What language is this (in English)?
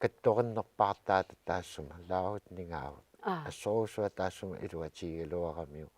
Kalaallisut